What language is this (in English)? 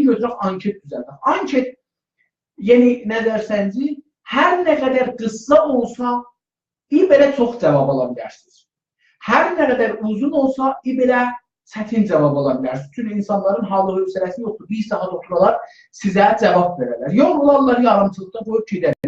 South Azerbaijani